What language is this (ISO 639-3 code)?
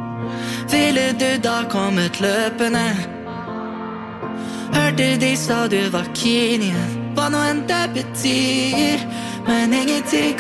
nor